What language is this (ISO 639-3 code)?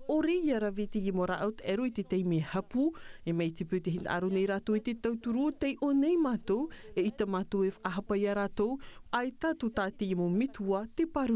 tah